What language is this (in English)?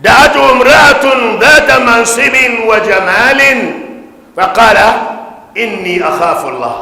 Dagbani